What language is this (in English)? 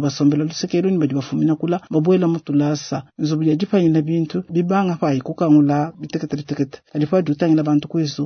Luba-Lulua